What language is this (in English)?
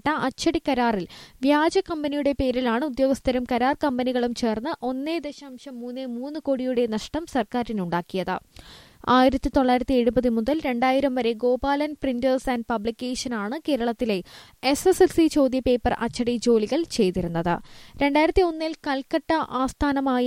Malayalam